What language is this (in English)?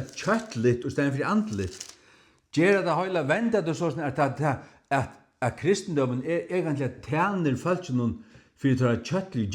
Faroese